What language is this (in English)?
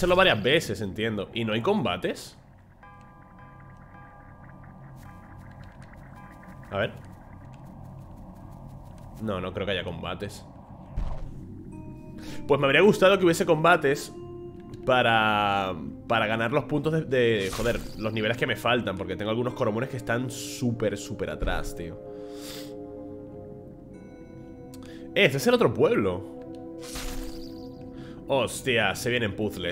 Spanish